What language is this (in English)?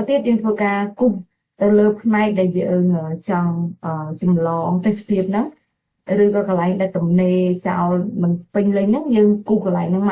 Khmer